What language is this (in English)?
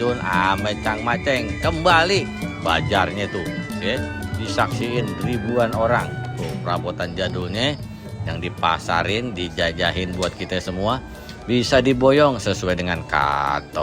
Betawi